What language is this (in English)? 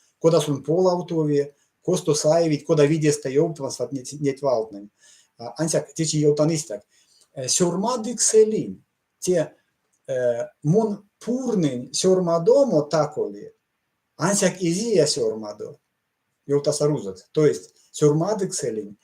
Erzya